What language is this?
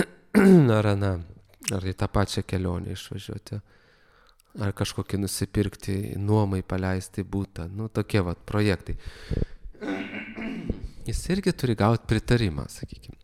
Lithuanian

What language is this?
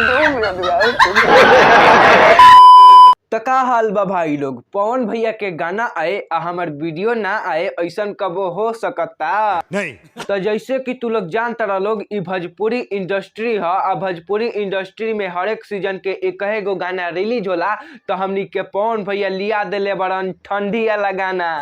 Bhojpuri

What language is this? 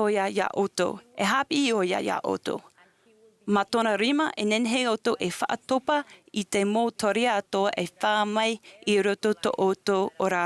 Tahitian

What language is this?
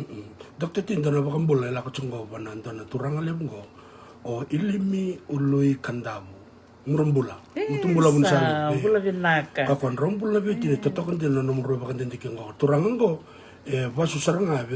Fijian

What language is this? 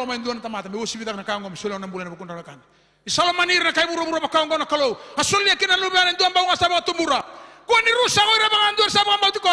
Fijian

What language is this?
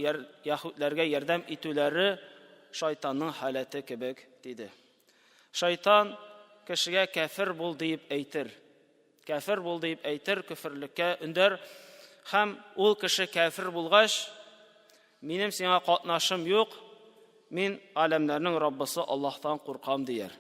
Tatar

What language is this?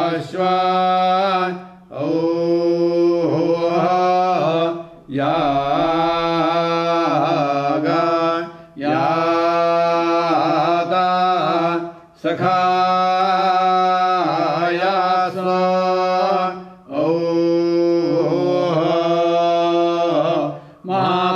Sanskrit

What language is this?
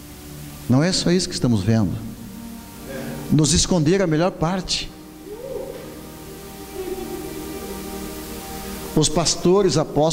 Portuguese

